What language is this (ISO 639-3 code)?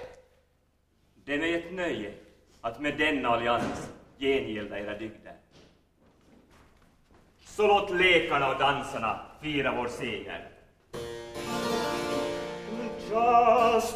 swe